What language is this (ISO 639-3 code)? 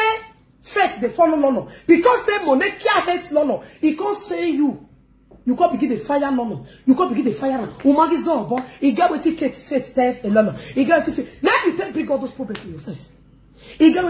pcm